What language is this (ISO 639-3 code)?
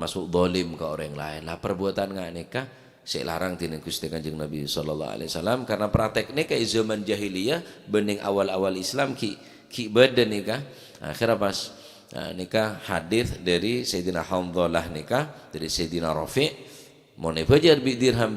mad